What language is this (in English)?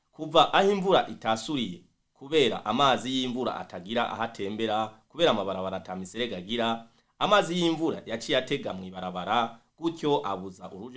Rundi